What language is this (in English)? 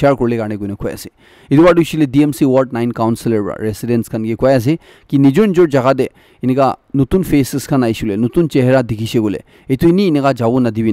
Naga Pidgin